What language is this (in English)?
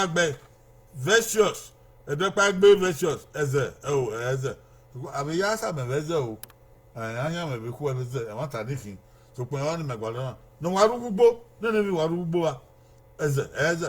Bini